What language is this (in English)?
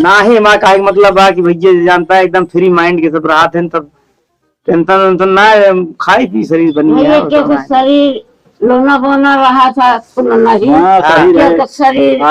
Awadhi